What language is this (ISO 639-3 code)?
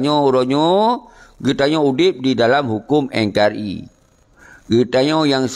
ace